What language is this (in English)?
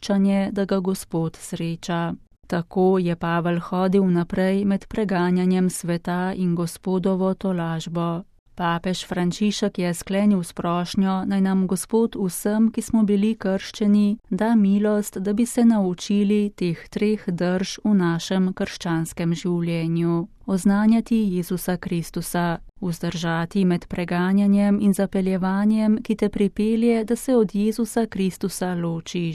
Slovenian